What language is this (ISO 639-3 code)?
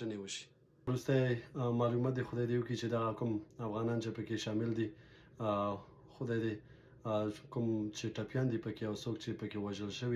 pus